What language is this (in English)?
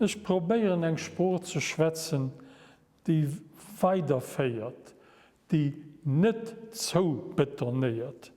Luxembourgish